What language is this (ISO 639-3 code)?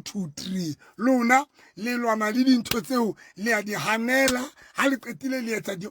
sot